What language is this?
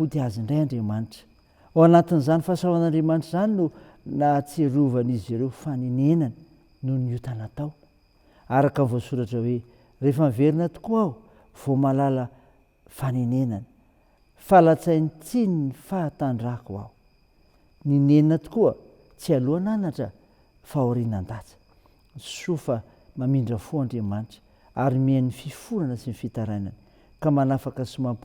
Malagasy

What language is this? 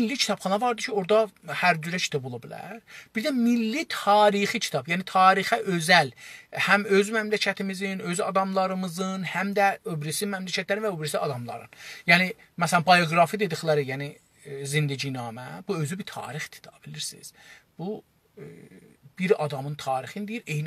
South Azerbaijani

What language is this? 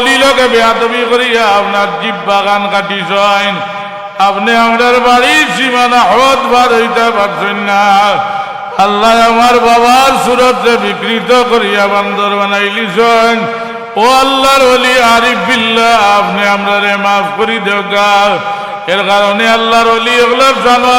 Sylheti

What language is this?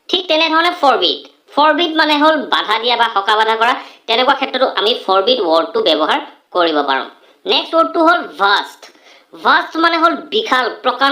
Assamese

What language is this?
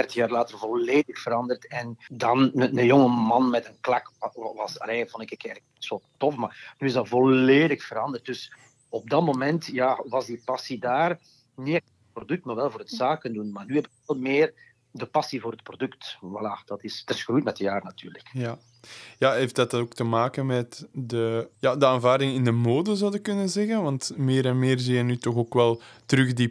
Dutch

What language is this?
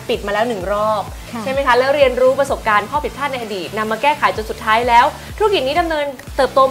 Thai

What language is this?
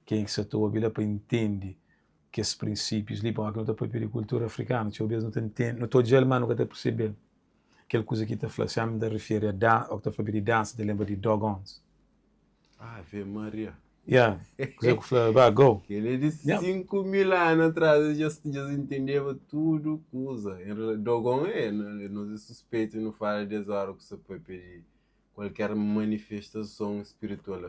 Kabuverdianu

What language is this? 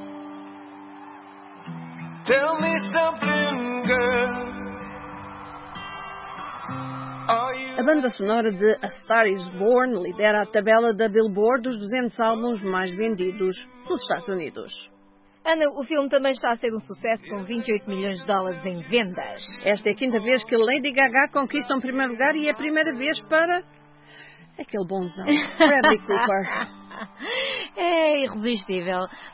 Portuguese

